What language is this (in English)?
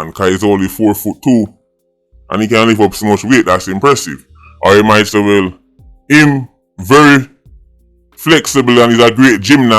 Jamaican Creole English